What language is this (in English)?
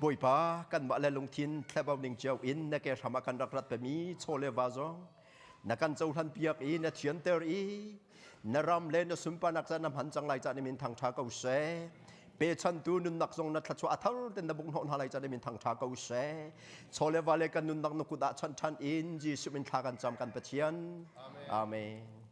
Hakha Chin